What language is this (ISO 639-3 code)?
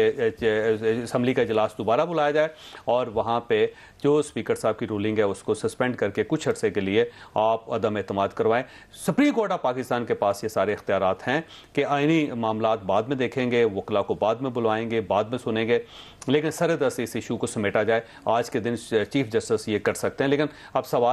urd